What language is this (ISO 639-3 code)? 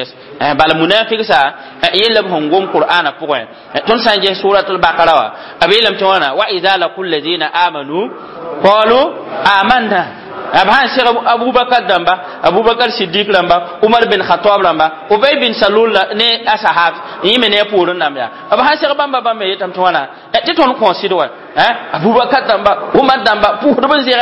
mos